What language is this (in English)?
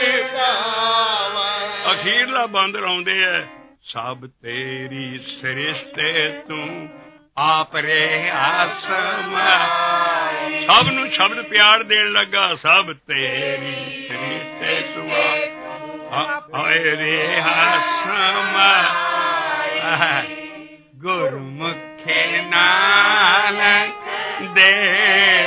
Punjabi